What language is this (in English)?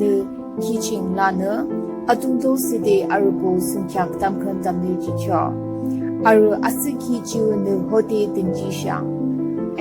Yimchungru Naga